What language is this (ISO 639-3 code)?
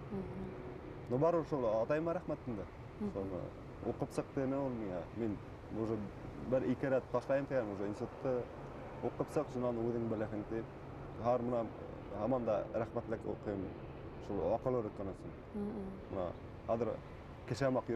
bak